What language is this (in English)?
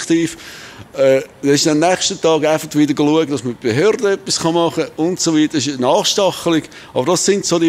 Swiss German